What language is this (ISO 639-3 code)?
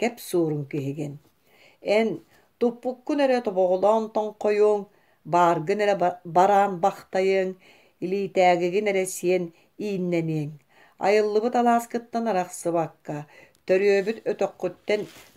sah